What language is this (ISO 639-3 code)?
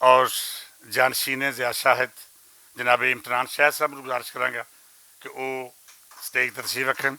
lah